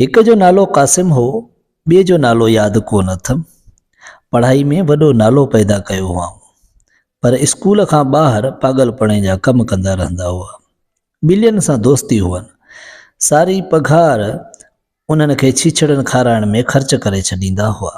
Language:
Sindhi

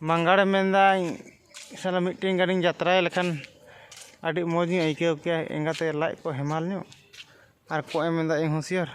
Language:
Santali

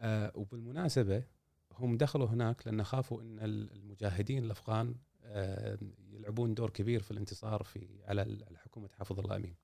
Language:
Gulf Arabic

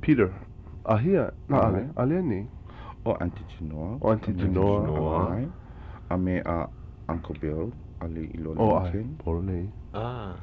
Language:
Hawaiian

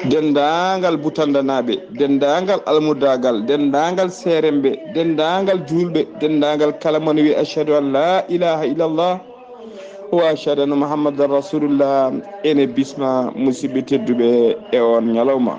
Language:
Fula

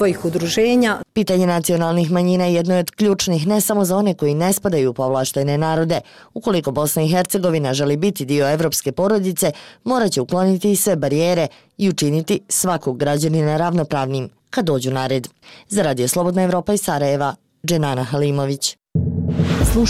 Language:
Bosnian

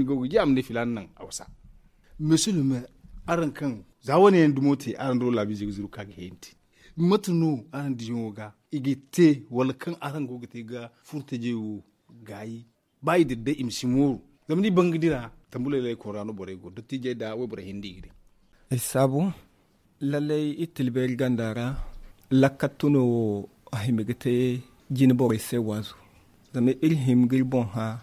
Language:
Zarma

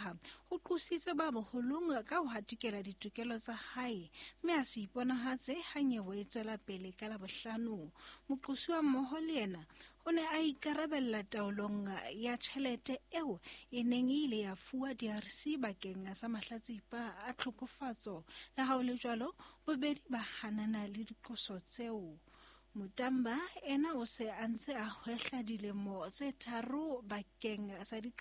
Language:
Southern Sotho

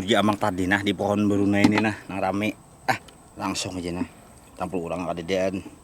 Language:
Banjar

